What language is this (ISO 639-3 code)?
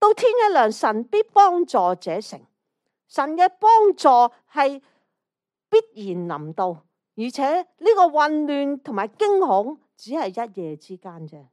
yue